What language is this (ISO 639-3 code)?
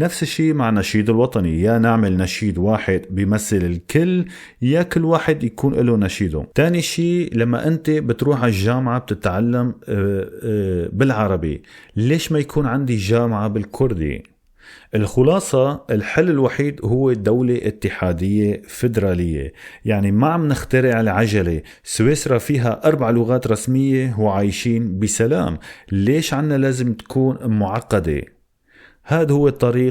apc